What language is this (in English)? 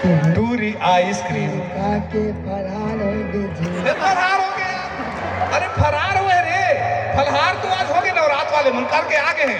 Chhattisgarhi